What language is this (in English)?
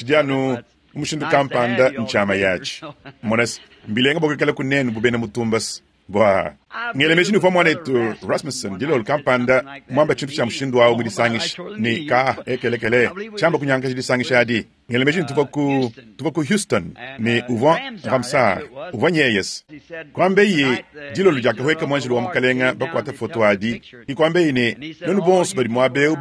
Luba-Lulua